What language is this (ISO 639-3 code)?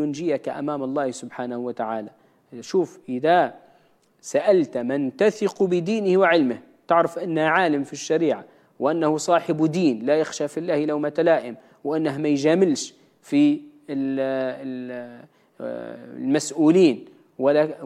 ara